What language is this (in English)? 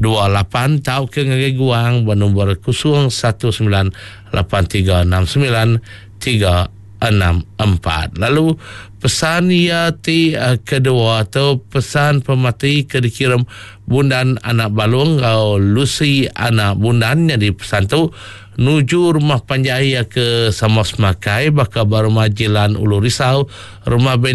Iban